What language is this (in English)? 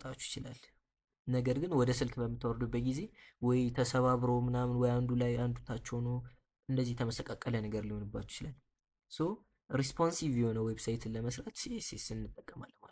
Amharic